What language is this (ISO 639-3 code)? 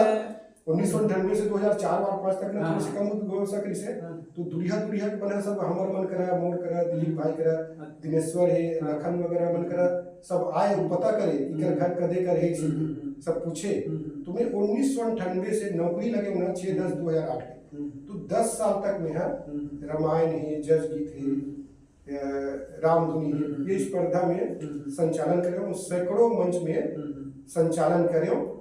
hne